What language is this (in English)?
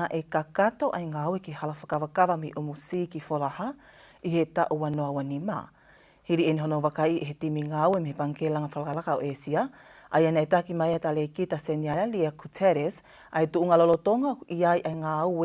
Tongan